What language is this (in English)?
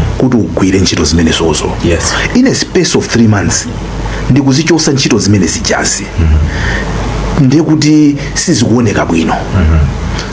Nyanja